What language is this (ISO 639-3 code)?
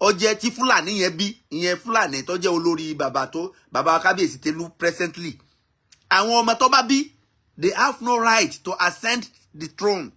yor